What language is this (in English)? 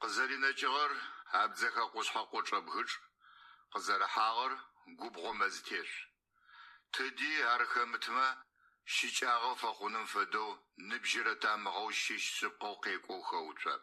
Adyghe